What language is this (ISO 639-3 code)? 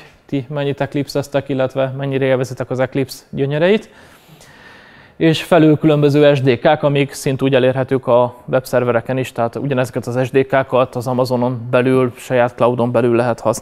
hun